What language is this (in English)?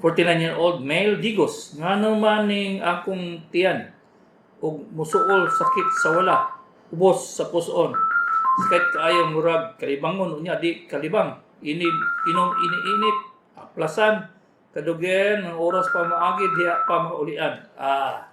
Cebuano